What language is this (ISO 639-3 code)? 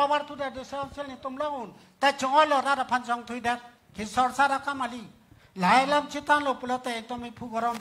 mjw